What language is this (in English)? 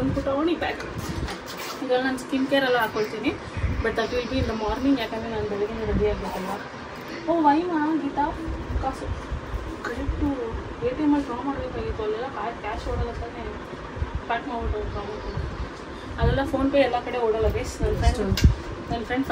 Kannada